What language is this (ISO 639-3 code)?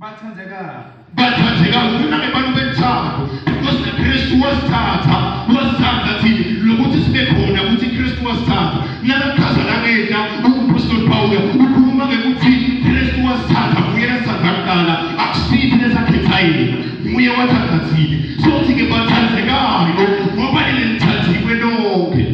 ssw